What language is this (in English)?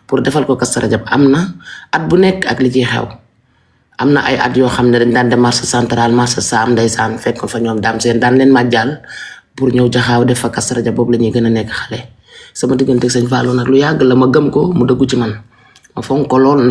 Wolof